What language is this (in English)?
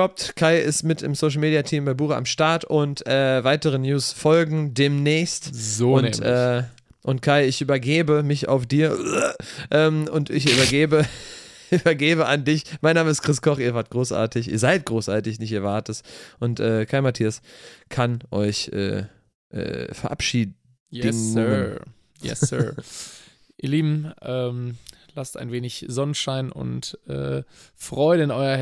German